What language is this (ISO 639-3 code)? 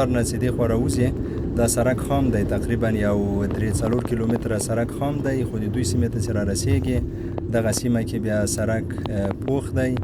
pus